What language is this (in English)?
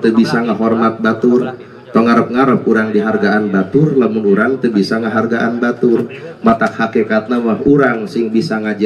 Sundanese